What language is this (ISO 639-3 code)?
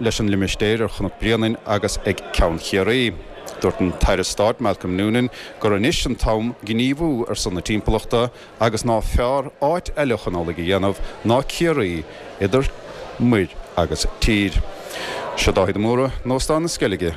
gle